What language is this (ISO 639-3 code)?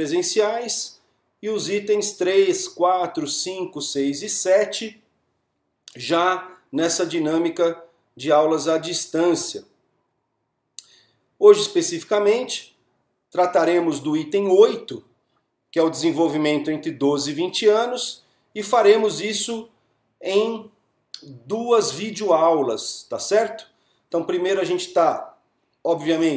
por